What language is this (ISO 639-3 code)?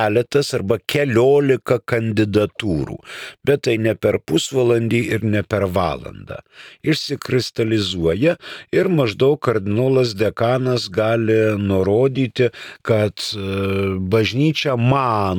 lit